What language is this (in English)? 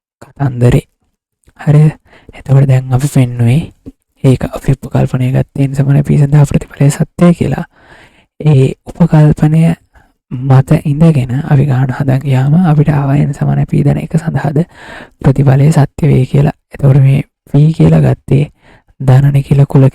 Sinhala